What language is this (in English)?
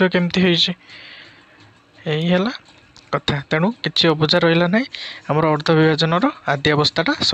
Odia